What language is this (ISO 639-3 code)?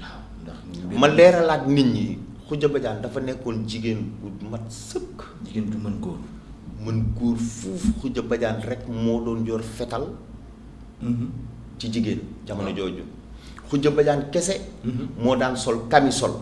wol